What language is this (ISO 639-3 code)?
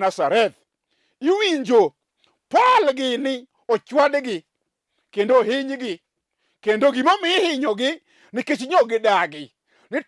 luo